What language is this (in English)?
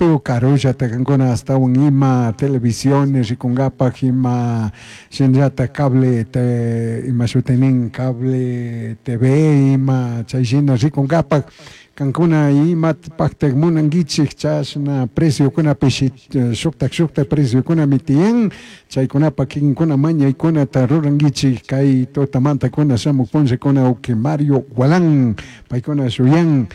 Chimborazo Highland Quichua